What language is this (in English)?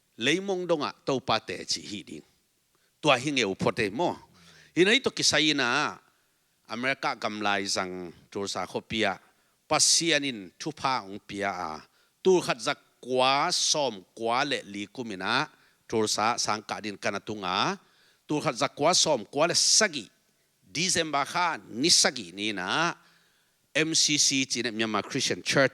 Tedim Chin